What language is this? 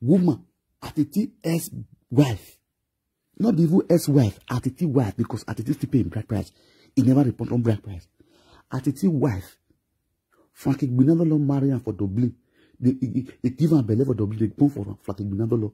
Nigerian Pidgin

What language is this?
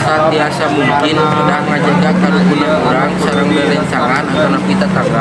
Sundanese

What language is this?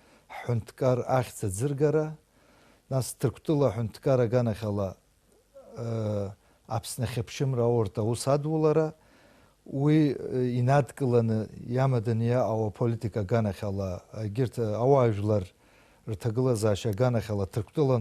Abkhazian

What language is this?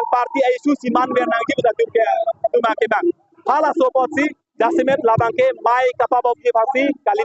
Karbi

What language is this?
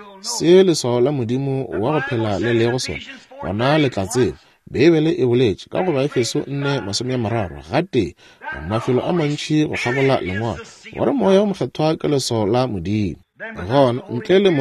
Northern Sotho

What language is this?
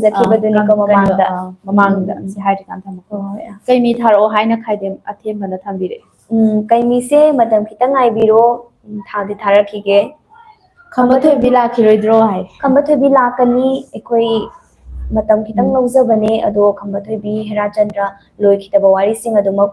Manipuri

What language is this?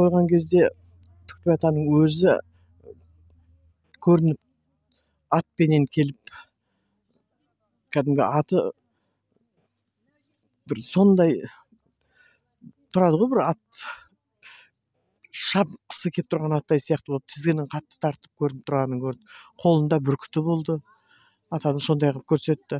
Kazakh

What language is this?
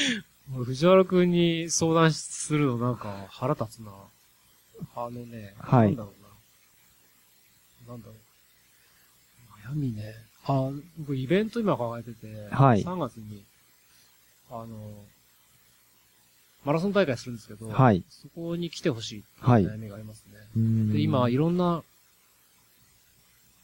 Japanese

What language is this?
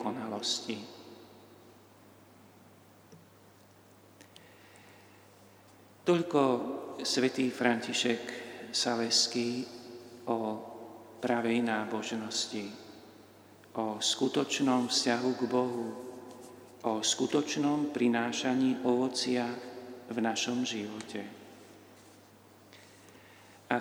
Slovak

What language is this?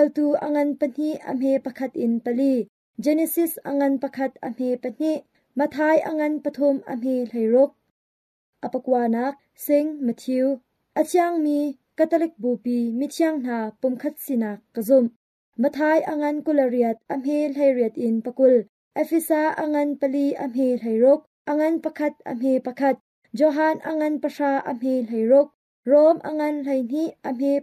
Hakha Chin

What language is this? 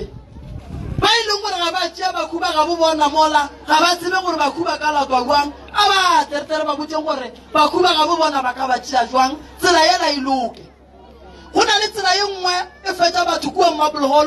Northern Sotho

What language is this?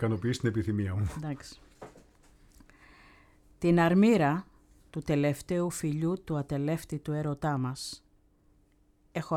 Greek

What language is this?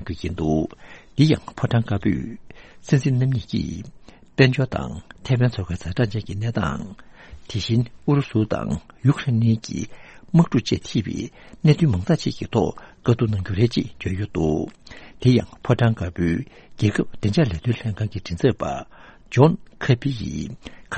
Tibetan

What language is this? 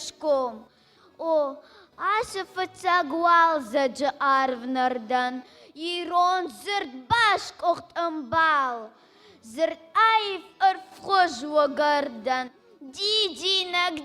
Ossetic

